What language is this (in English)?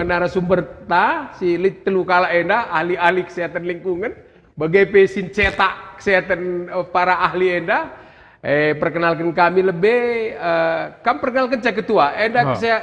Batak Karo